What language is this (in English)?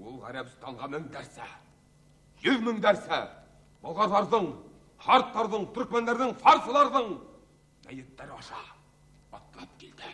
Bashkir